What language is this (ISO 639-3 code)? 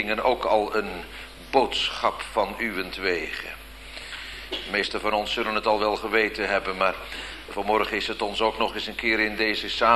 nld